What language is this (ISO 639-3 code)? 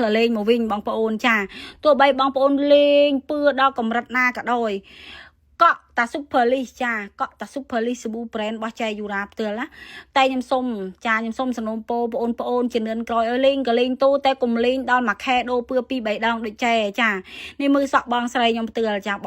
khm